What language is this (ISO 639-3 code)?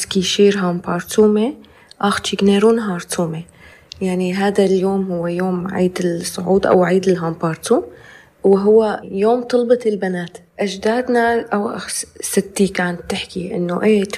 apc